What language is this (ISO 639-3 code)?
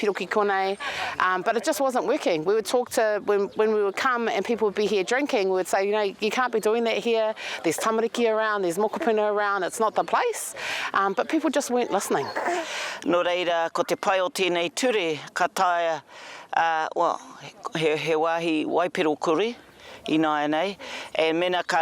mri